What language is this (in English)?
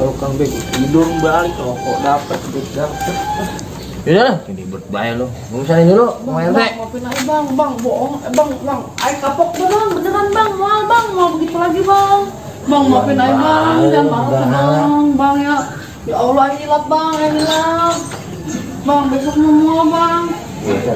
Betawi